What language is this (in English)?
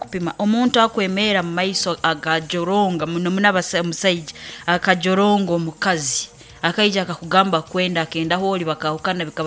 Nyoro